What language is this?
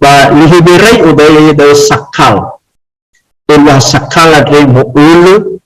Nias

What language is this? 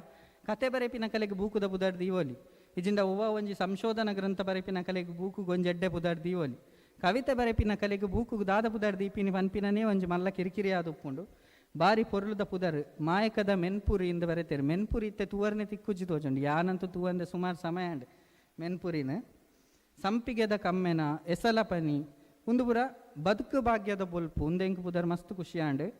Tulu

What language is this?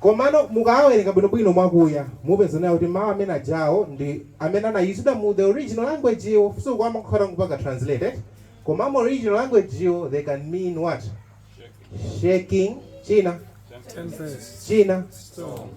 Nyanja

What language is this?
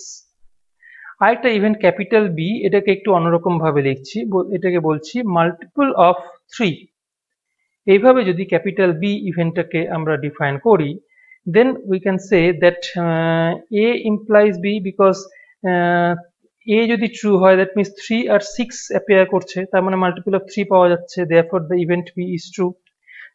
Bangla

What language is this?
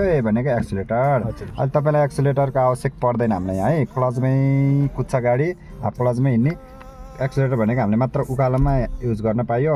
Nepali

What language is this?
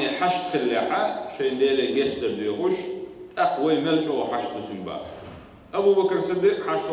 Chechen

